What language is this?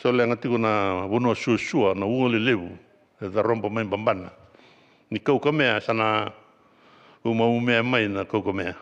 Fijian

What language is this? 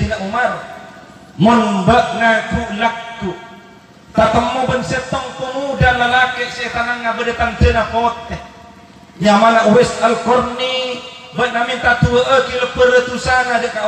Madurese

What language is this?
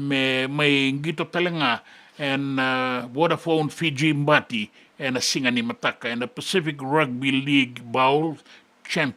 Fijian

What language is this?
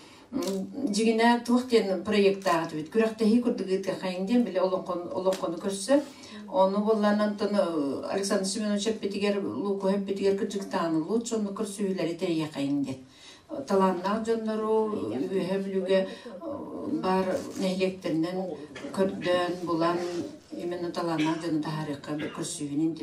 Yakut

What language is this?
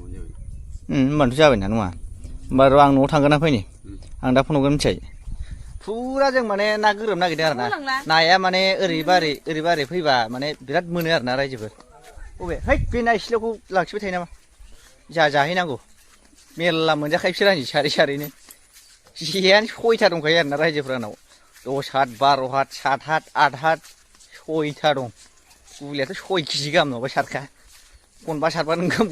Bodo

